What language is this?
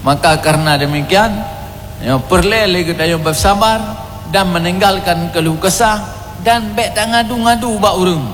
Achinese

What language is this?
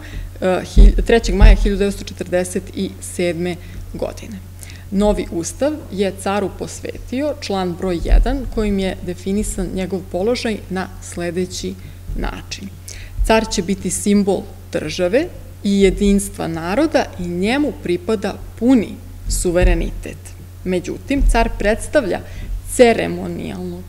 Serbian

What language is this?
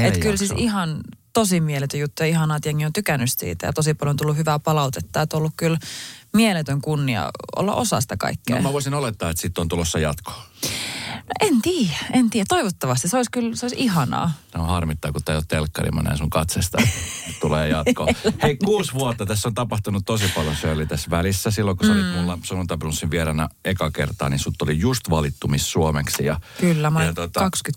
Finnish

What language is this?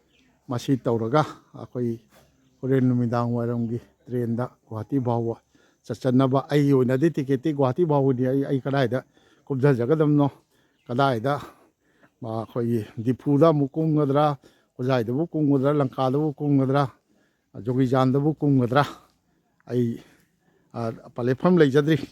Manipuri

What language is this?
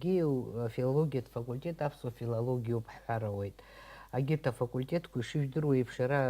Abkhazian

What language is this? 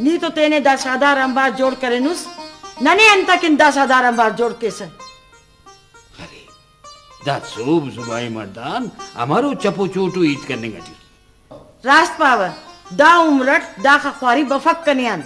Brahui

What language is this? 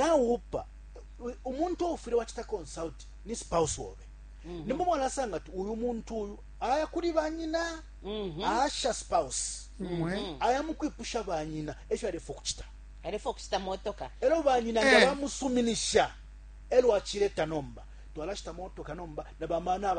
Bemba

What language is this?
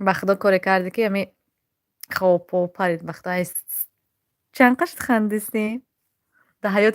Tajik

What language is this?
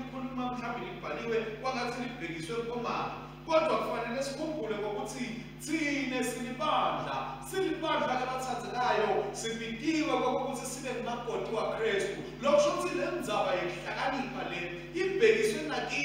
Swati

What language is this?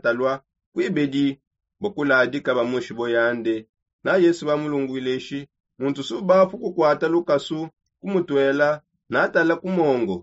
Songe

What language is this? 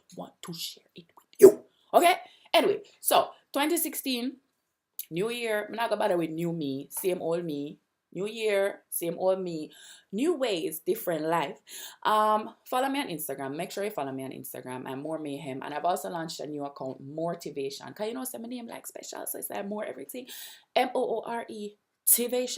Jamaican Creole English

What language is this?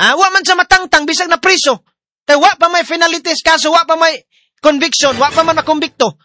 Cebuano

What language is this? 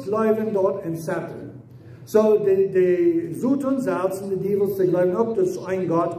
Plautdietsch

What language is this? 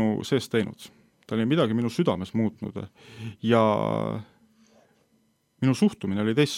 Estonian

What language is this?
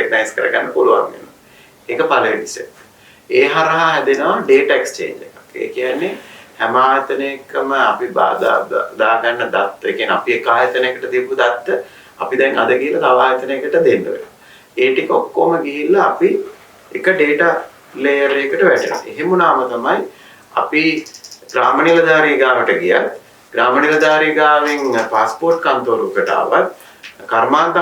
Sinhala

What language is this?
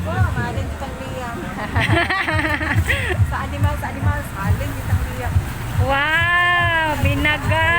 Cebuano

